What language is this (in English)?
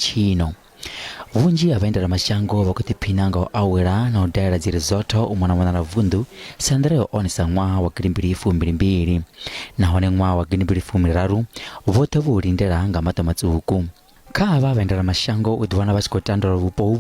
Venda